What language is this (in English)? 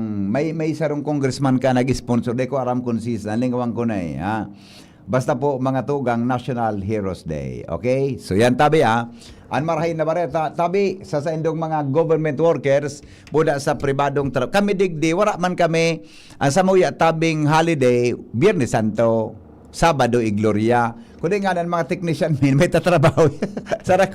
Bikol